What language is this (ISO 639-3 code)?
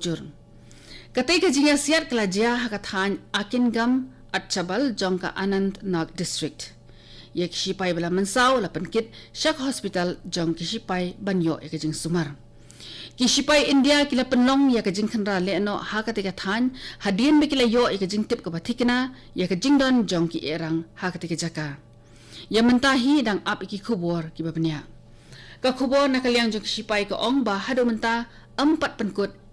kha